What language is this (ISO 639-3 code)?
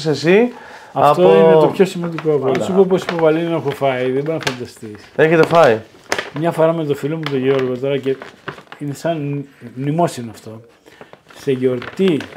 ell